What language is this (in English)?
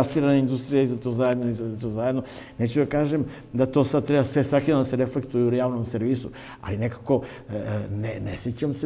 Serbian